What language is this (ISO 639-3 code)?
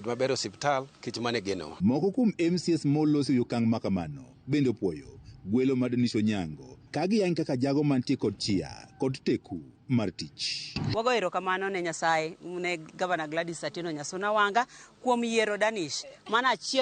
luo